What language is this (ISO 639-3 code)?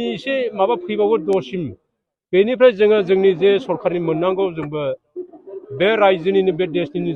brx